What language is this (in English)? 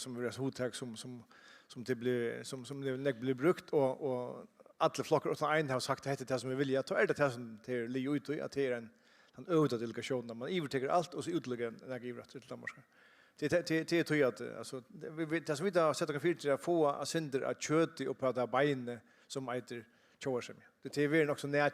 Faroese